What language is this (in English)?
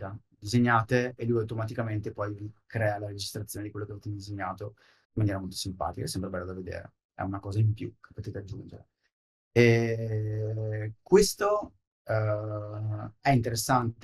Italian